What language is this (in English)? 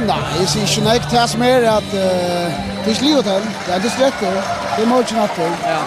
Faroese